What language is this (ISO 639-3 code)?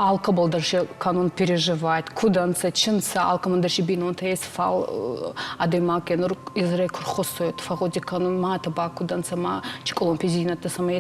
oss